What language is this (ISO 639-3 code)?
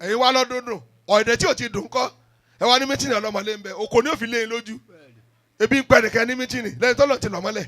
yor